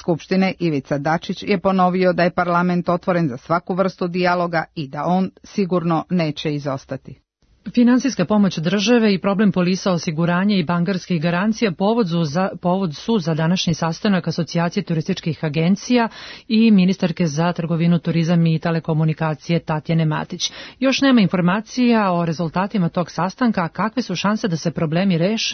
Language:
Serbian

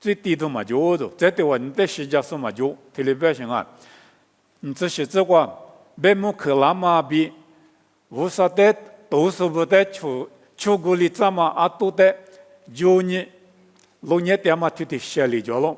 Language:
Lisu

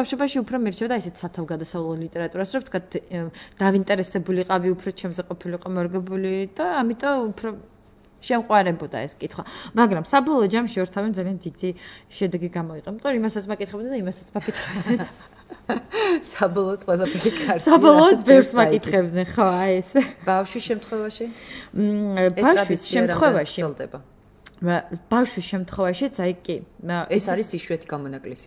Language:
Georgian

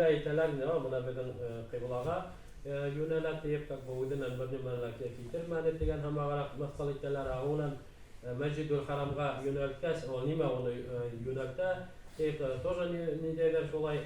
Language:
Bashkir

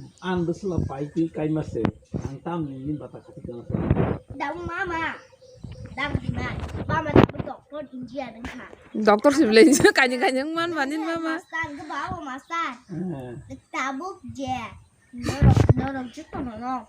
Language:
Kok Borok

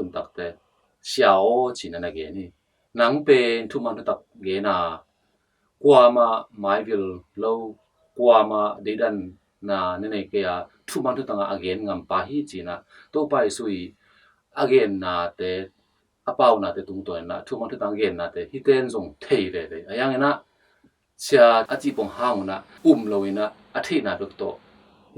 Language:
Tedim Chin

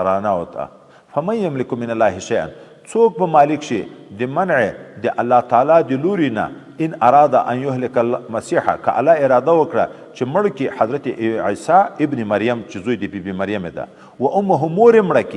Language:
Pashto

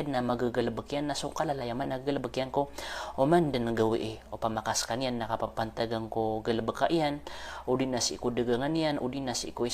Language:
Maranao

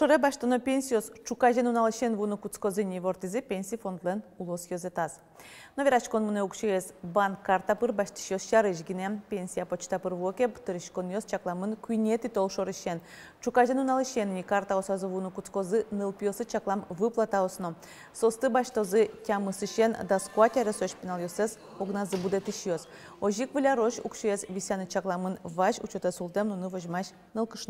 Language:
Udmurt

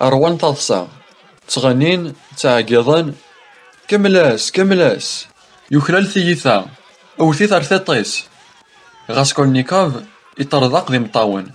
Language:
Kabyle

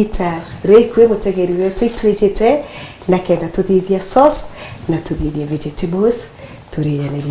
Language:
Meru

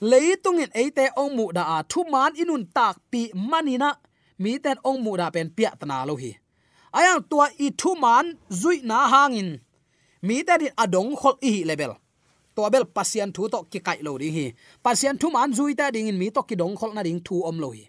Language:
Tedim Chin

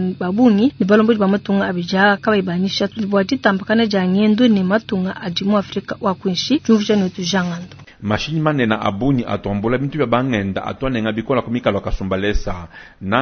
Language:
Luba-Lulua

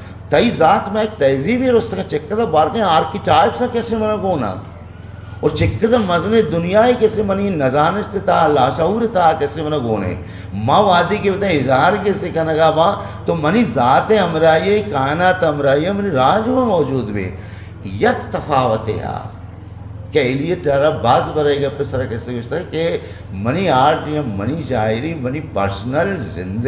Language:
Eastern Balochi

